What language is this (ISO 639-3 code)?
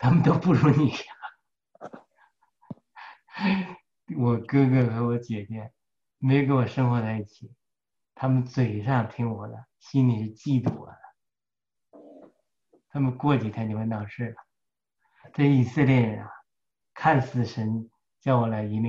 zho